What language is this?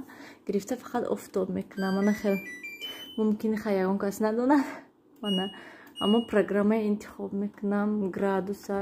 Tajik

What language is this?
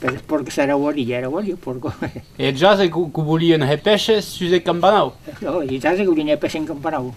Occitan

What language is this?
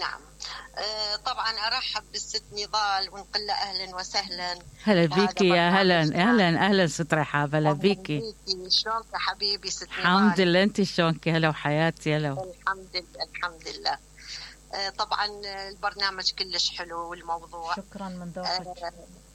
Mesopotamian Arabic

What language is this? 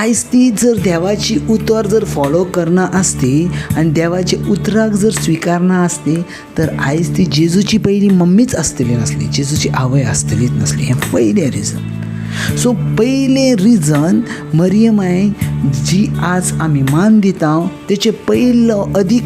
Konkani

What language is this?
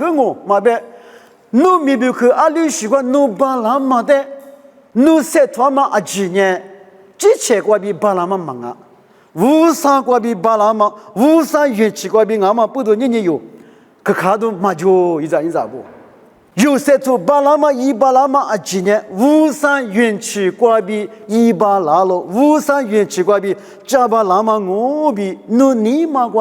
Lisu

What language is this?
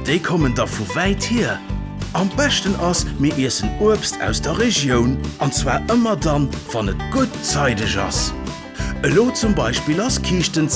Luxembourgish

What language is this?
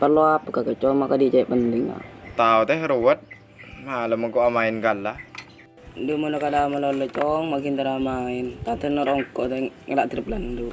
Madurese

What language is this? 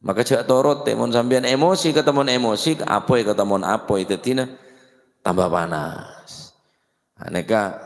Madurese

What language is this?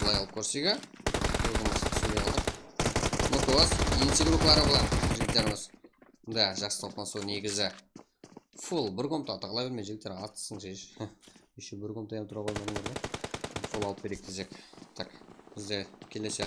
Kara-Kalpak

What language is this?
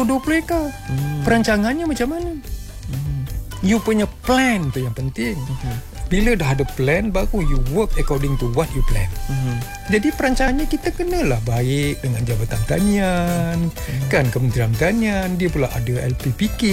Malay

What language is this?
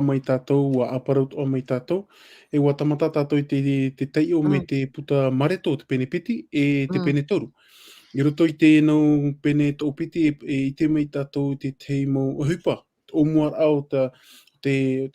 Tahitian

